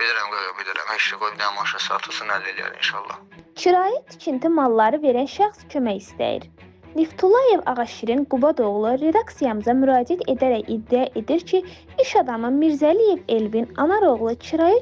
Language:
Azerbaijani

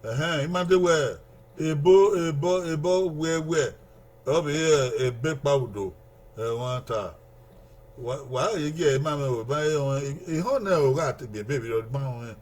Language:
Bini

